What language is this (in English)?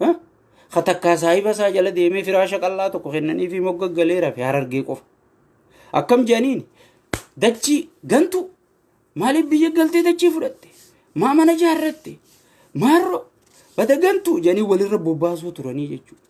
Oromo